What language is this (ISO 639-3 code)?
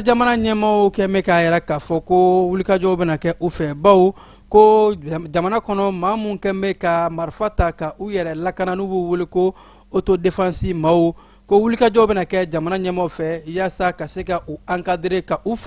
bam